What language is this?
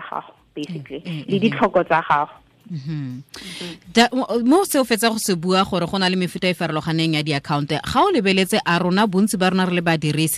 Tswana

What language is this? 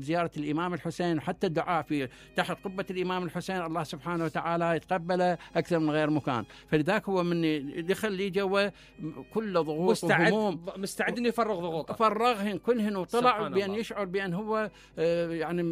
Mesopotamian Arabic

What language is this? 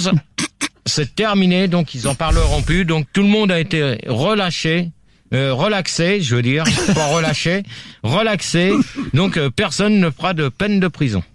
French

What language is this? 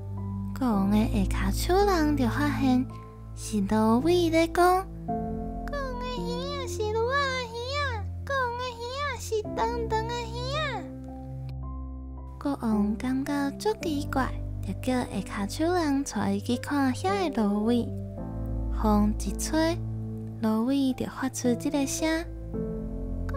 Min Nan Chinese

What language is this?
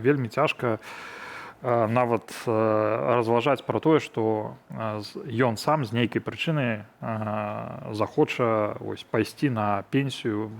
Belarusian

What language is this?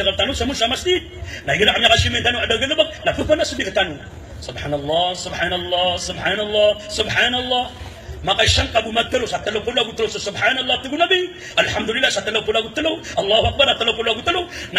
Maranao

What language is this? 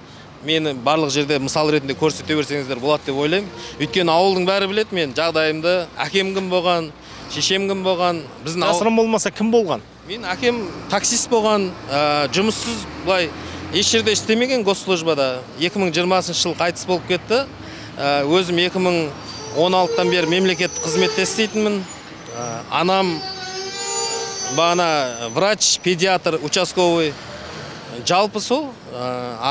Kazakh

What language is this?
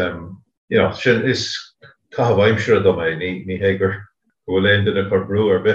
Irish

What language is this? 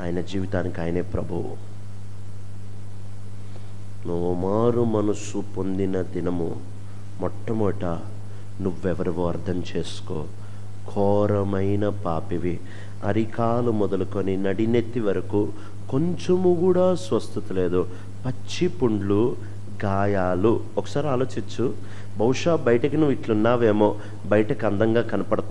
Telugu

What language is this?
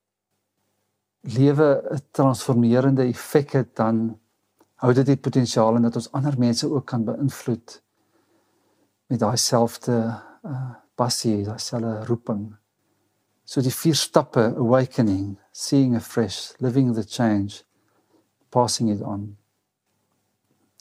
Afrikaans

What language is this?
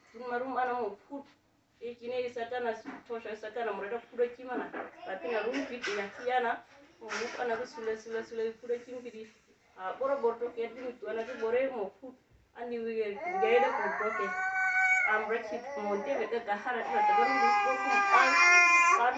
Uduk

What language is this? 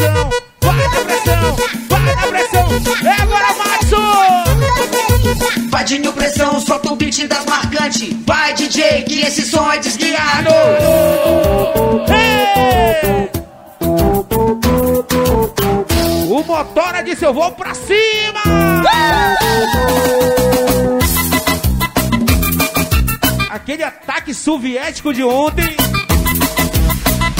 Portuguese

